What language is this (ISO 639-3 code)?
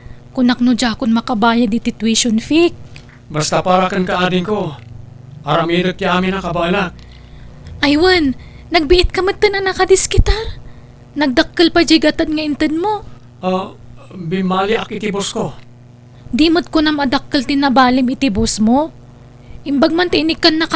ilo